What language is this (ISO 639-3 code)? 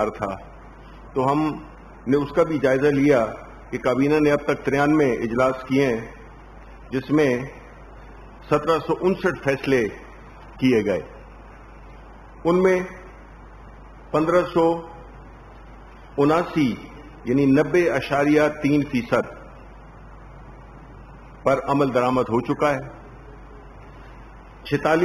urd